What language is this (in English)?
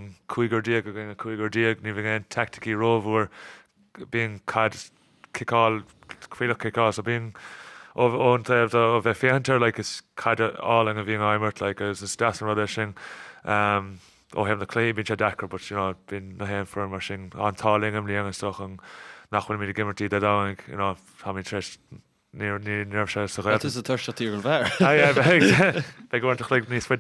Irish